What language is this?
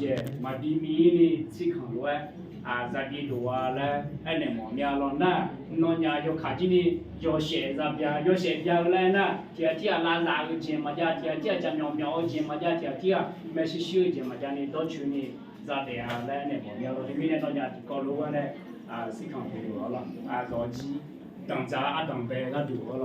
Akha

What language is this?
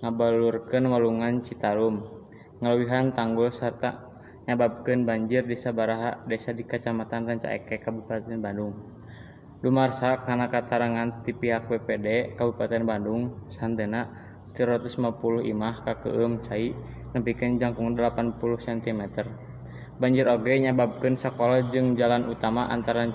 Sundanese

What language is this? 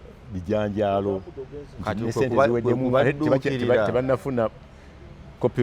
Ganda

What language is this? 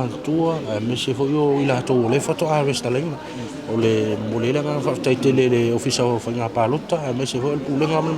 Samoan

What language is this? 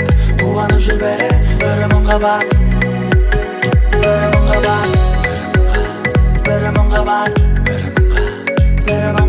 Kazakh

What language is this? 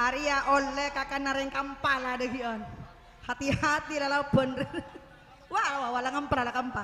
Madurese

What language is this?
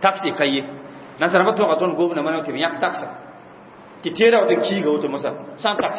Mossi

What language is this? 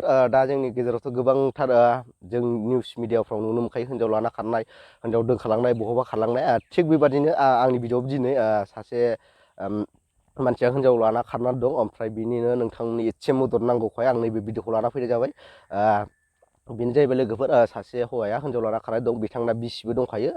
Bodo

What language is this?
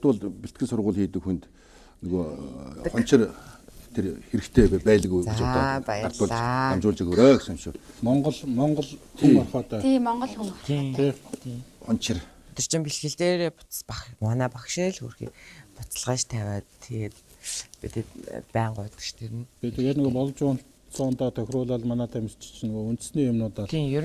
Mongolian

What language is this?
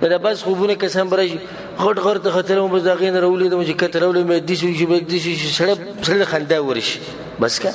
Pashto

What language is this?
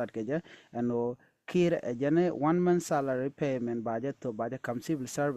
Nuer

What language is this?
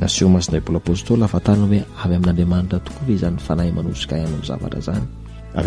Malagasy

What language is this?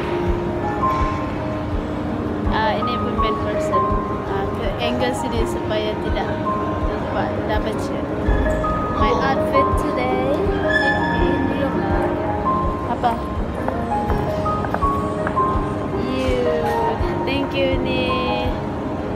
Malay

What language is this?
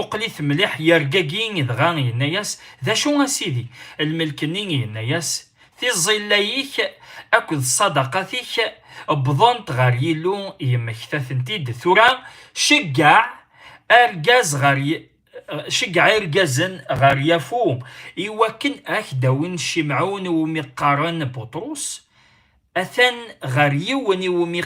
Kabyle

